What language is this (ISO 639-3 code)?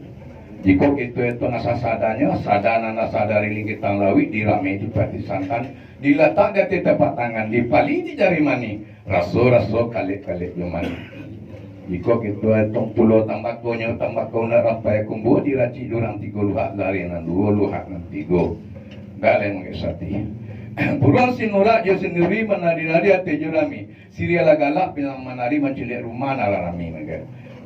min